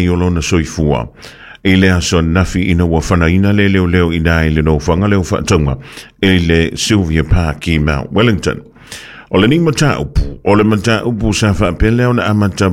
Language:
Samoan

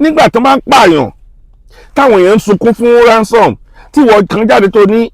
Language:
Yoruba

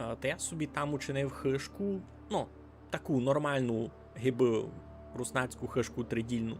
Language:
Rusyn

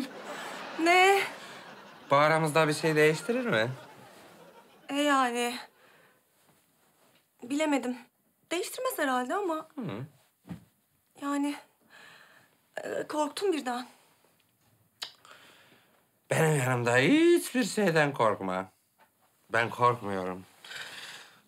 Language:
Turkish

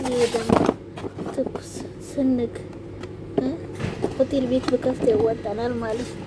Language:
Amharic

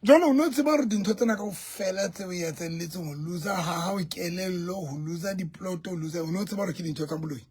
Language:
Southern Sotho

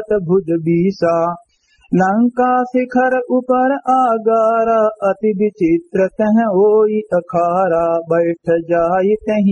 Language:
Awadhi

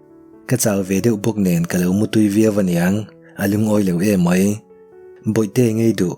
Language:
Mizo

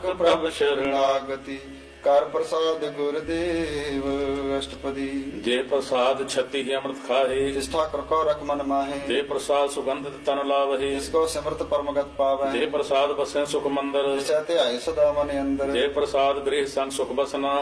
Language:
Punjabi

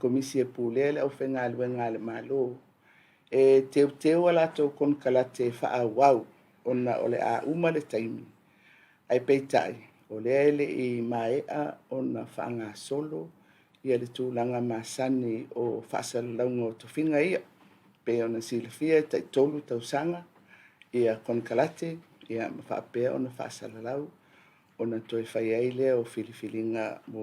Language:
Samoan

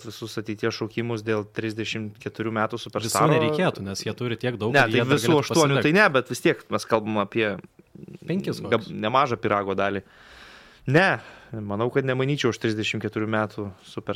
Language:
Lithuanian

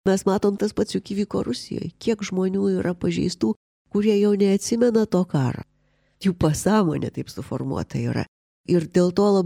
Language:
Lithuanian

